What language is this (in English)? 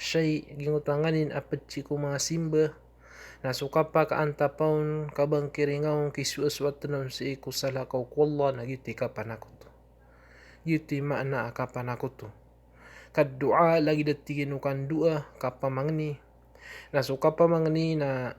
Maranao